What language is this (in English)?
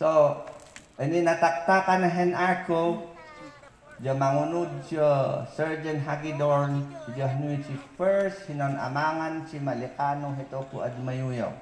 Mayoyao Ifugao